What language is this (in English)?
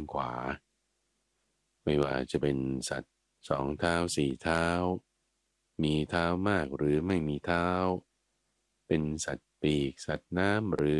Thai